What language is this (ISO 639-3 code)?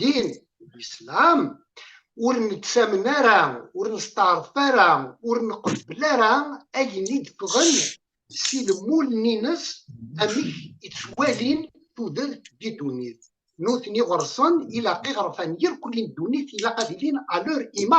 kab